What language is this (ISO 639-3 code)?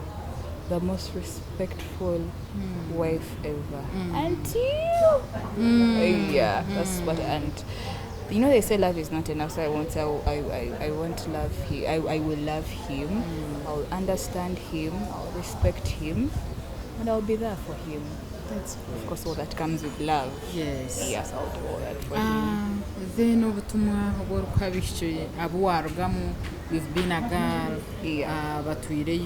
nyn